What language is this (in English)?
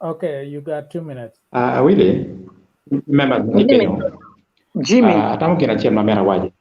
Acoli